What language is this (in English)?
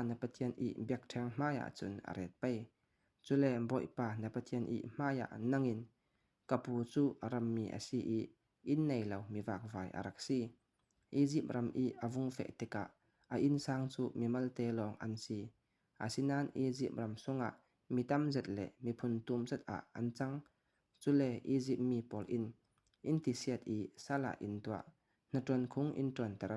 Falam Chin